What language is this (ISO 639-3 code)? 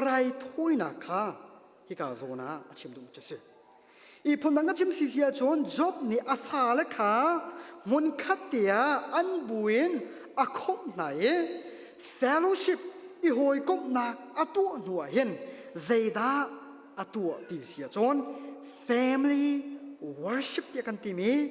cnh